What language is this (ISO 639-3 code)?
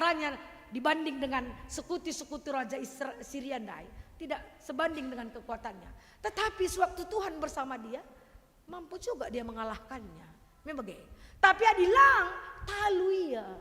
btx